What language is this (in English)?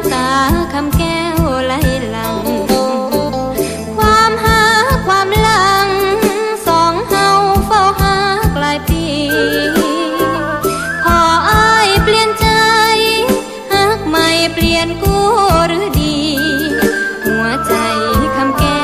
Thai